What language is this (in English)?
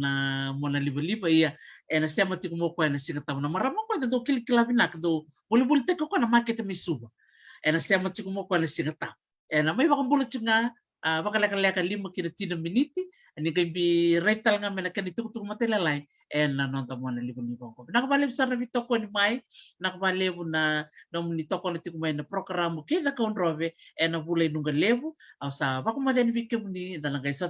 Fijian